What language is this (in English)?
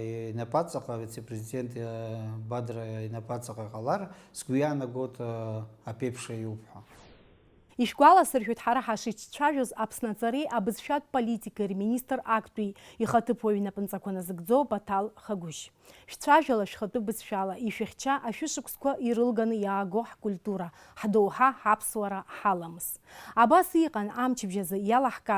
Abkhazian